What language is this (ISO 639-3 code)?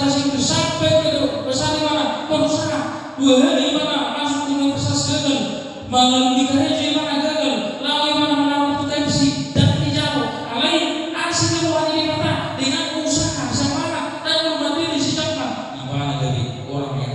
bbc